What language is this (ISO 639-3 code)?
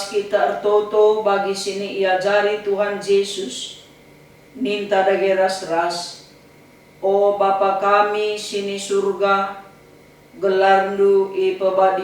btx